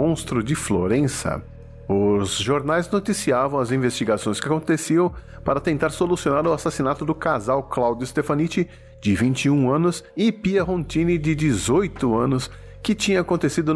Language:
Portuguese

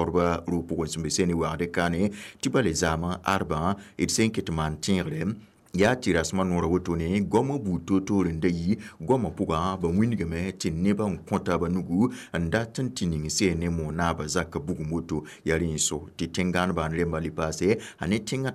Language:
Mossi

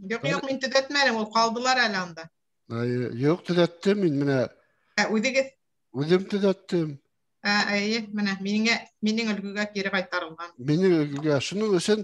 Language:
Bashkir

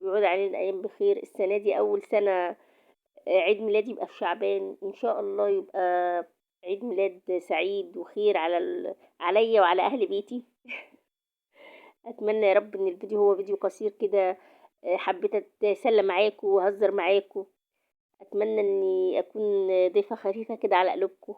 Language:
Egyptian Arabic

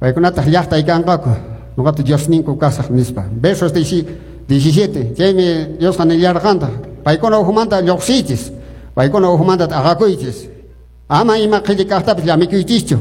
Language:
Quechua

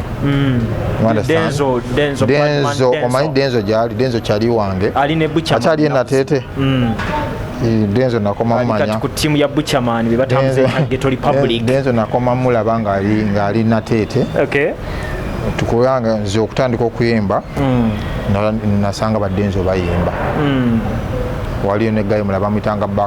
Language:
Ganda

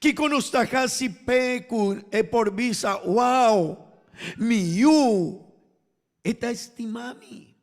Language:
Papiamento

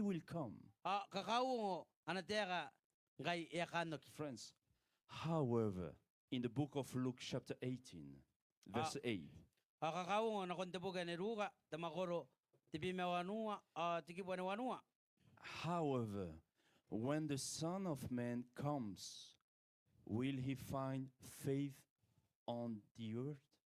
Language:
Gilbertese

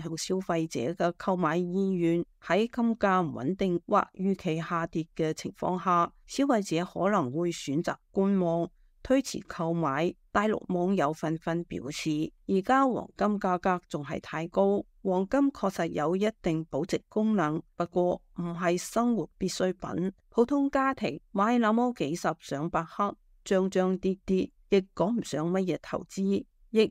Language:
Cantonese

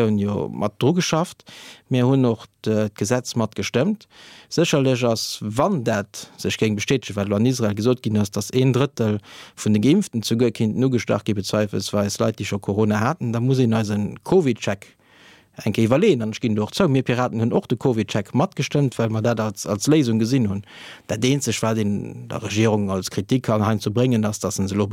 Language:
Luxembourgish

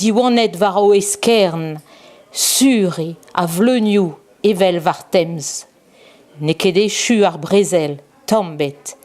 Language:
Breton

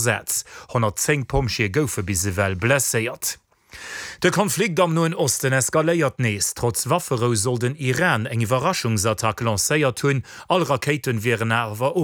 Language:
Luxembourgish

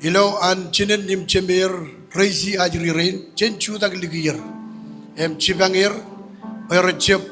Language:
Marshallese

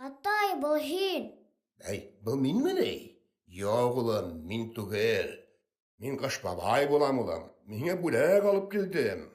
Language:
Bashkir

